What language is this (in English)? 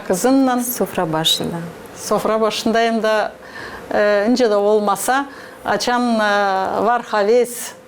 Gagauz